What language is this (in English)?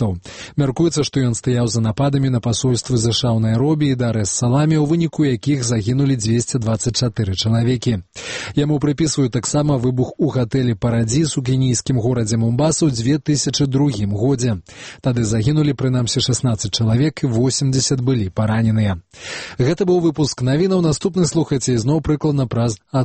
Belarusian